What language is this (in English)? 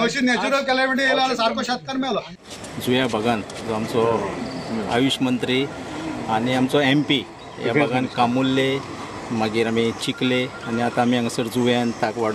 Konkani